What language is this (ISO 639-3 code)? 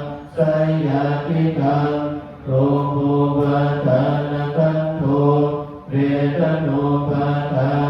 pli